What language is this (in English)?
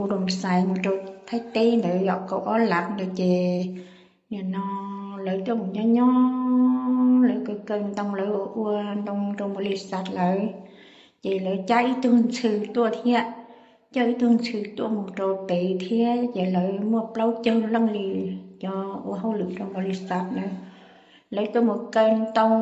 Hmong